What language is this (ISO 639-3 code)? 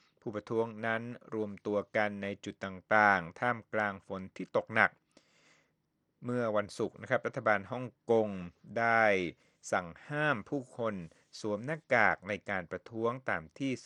tha